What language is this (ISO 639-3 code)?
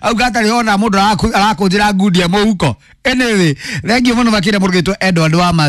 kik